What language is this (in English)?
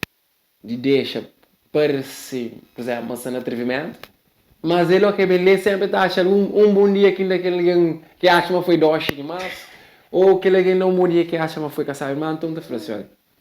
Kabuverdianu